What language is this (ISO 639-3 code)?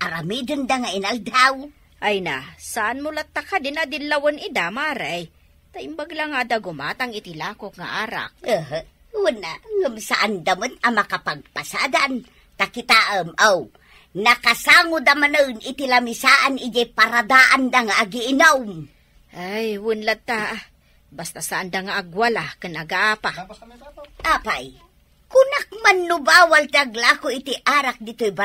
ilo